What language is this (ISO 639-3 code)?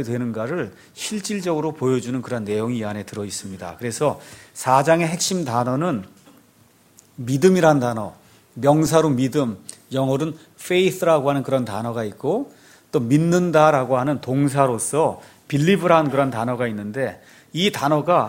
kor